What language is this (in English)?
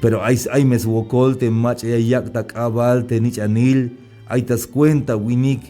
Tzeltal